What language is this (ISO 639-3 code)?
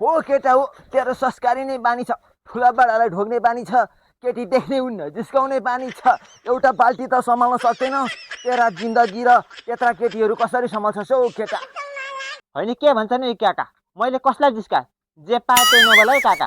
nep